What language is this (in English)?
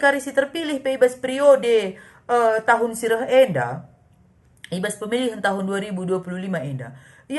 Batak Karo